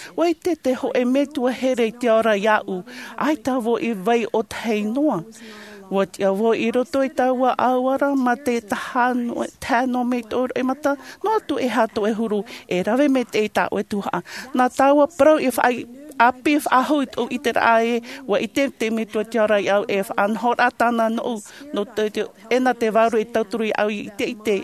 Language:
Tahitian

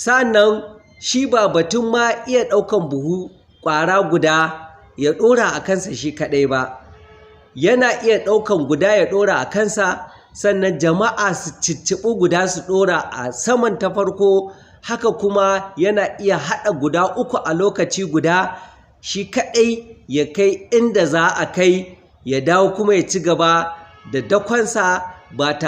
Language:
Hausa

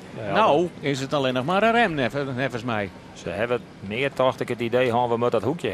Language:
Western Frisian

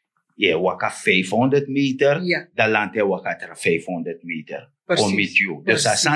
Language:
Sranan Tongo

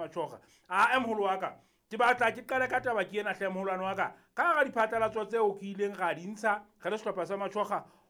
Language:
Southern Sotho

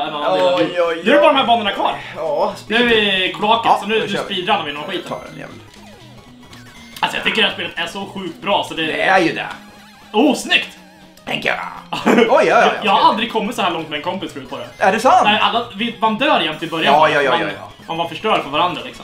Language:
Swedish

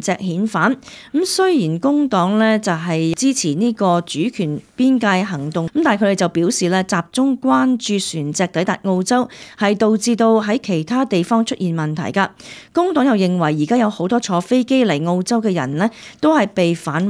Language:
Cantonese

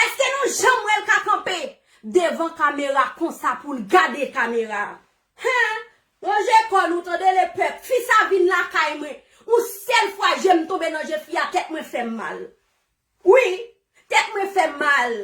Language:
Haitian Creole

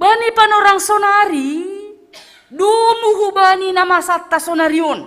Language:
Batak Simalungun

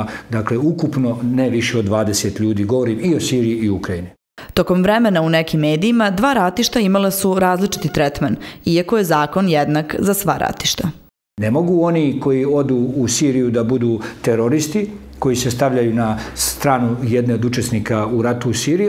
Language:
Serbian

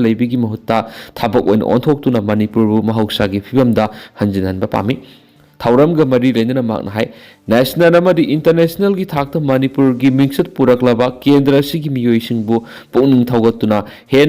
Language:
Manipuri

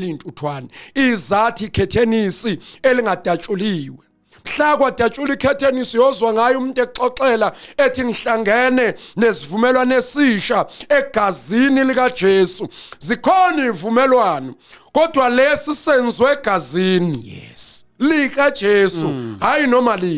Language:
Zulu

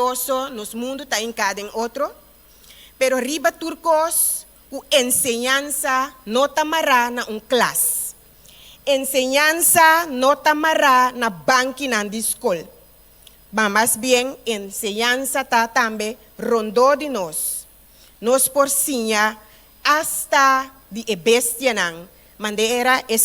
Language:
Papiamento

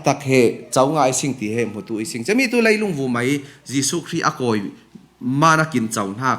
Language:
Falam Chin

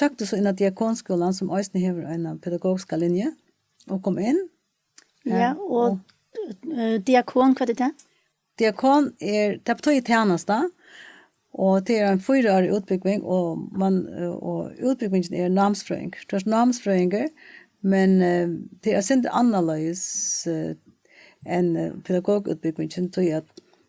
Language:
Faroese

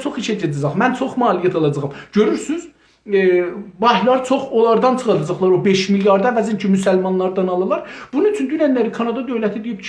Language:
South Azerbaijani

